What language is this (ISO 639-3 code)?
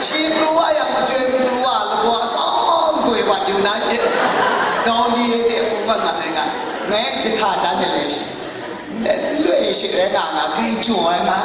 kac